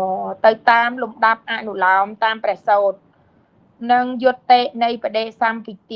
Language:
Khmer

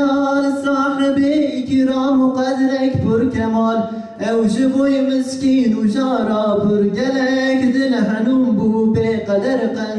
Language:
Kurdish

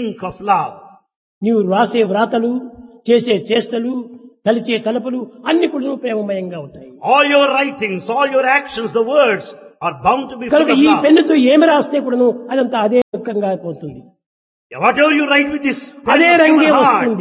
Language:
Telugu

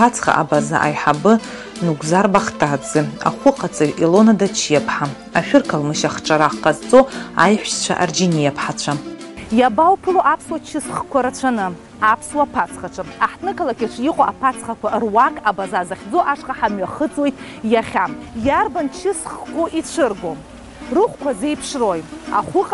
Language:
Abkhazian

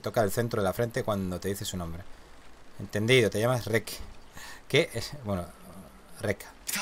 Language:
Spanish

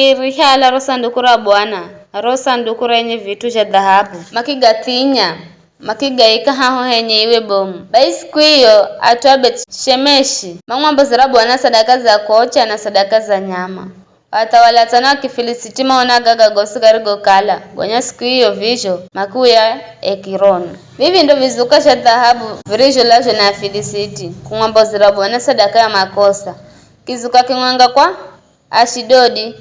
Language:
Giryama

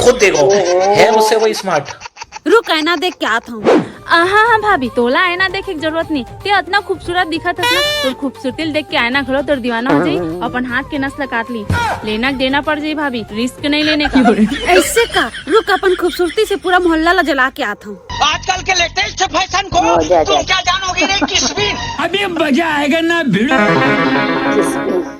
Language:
Chhattisgarhi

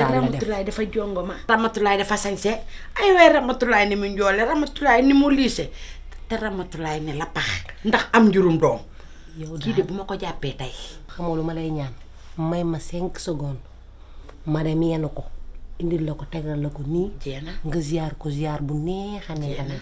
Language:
Wolof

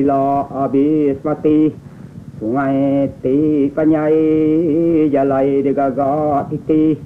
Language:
Iban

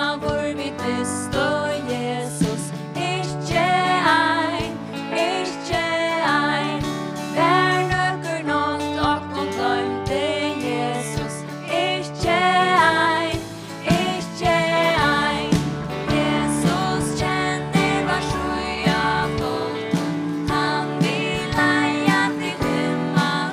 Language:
Faroese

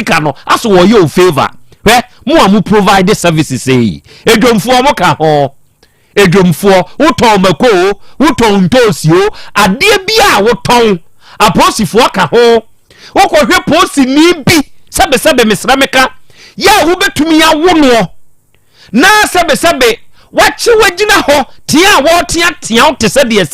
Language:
Akan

